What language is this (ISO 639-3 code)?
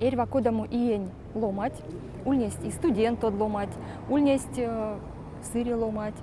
myv